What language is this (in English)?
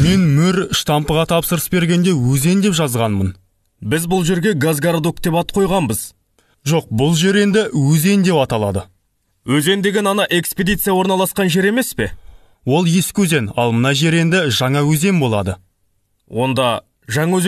Kazakh